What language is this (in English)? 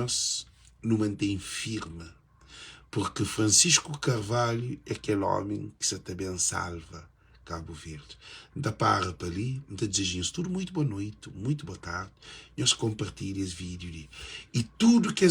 Kabuverdianu